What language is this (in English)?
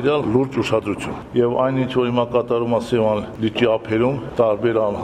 Armenian